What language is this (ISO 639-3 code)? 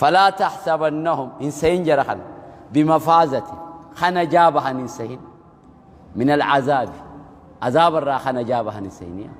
orm